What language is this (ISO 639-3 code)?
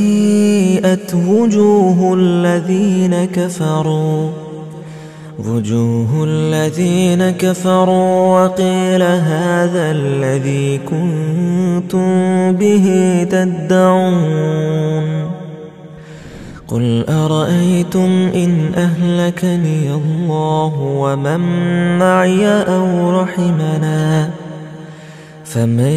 ara